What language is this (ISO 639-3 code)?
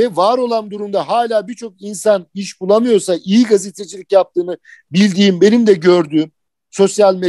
tur